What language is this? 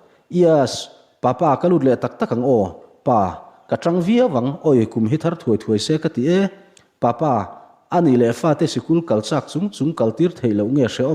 Mizo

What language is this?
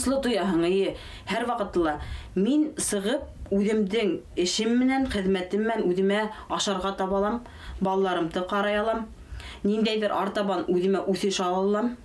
Bashkir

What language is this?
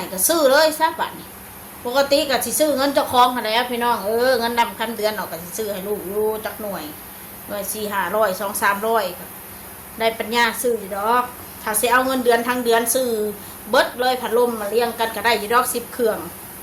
Northeastern Thai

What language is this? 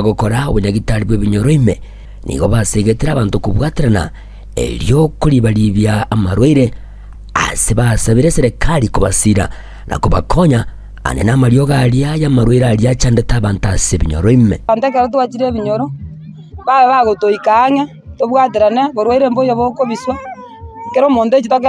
Gusii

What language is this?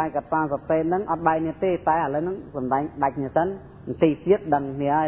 Khmer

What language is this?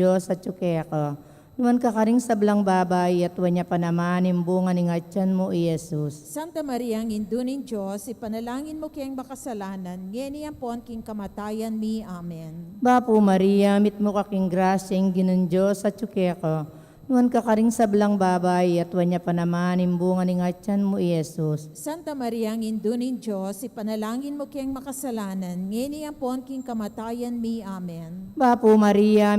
Pampanga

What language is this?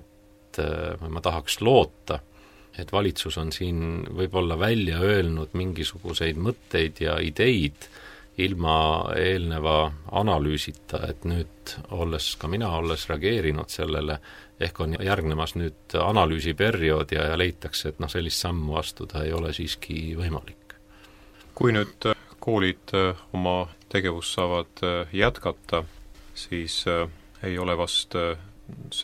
Estonian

